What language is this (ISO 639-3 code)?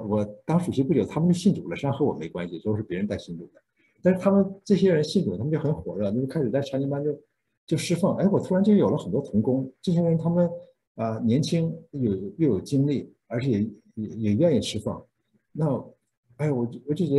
zho